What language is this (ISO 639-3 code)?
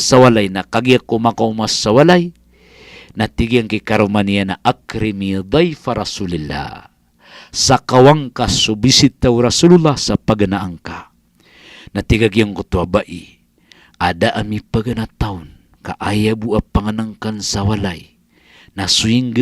mrw